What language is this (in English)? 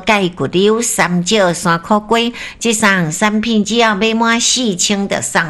Min Nan Chinese